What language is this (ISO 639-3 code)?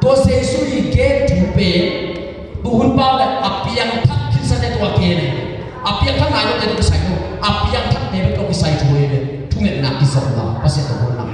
ctd